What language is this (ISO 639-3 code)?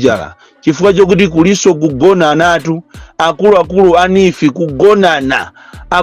nya